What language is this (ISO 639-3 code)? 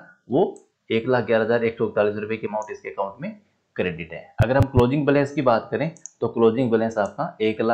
hin